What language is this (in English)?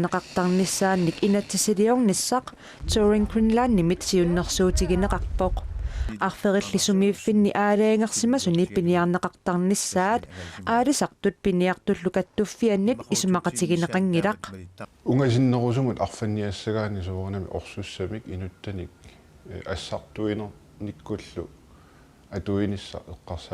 Kalaallisut